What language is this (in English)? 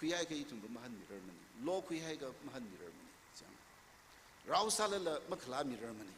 Tangkhul Naga (India)